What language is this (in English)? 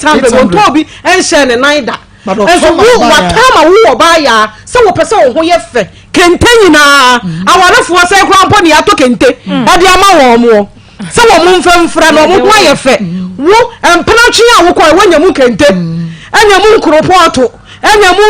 Akan